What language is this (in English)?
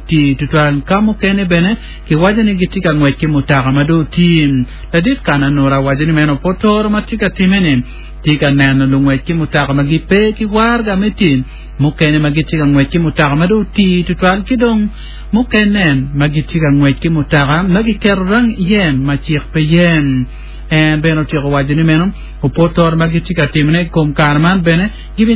Acoli